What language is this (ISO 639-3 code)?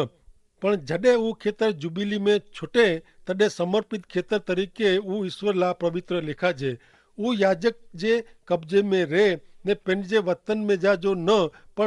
kfr